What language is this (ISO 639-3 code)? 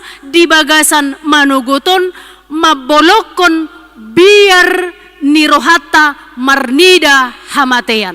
bbc